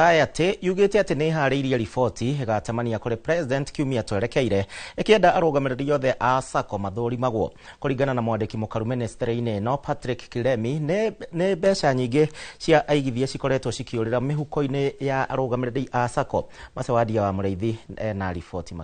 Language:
Kikuyu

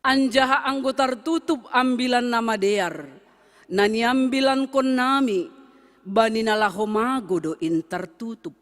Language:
Batak Simalungun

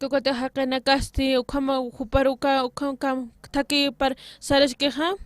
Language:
Aymara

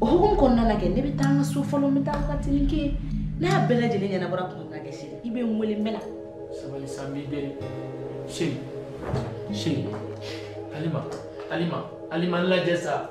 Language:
Bambara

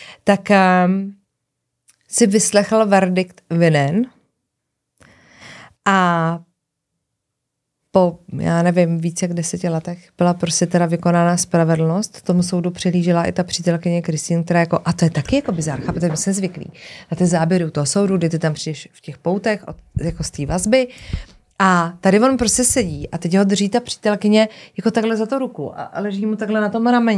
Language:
Czech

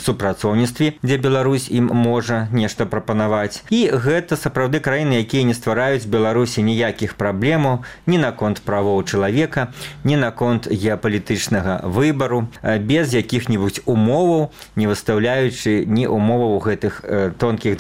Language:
Belarusian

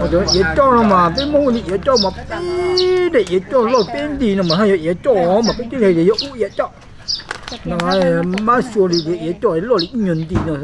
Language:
Hmong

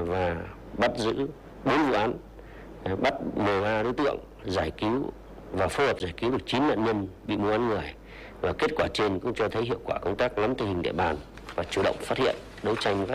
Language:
Vietnamese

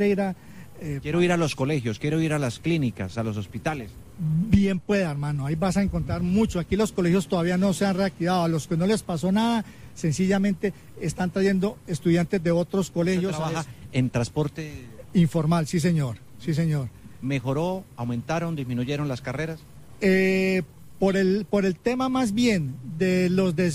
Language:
Spanish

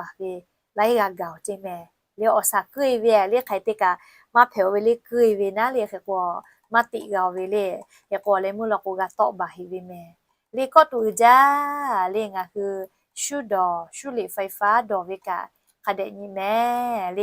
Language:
Lahu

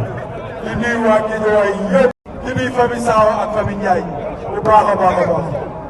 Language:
Wolof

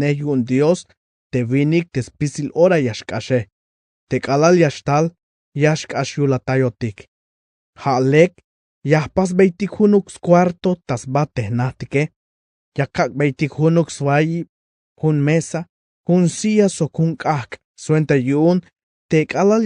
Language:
Tzeltal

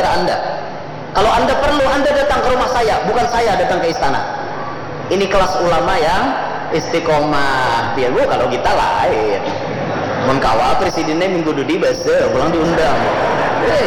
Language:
Banjar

